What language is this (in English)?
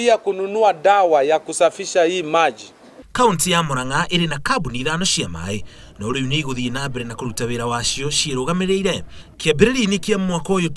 Kikuyu